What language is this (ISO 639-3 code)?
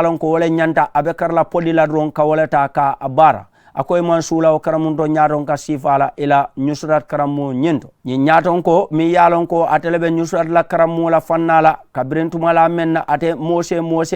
man